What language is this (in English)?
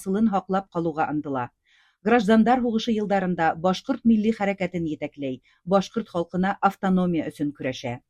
Bashkir